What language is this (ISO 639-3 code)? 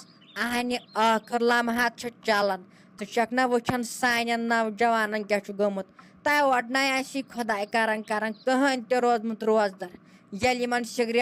kas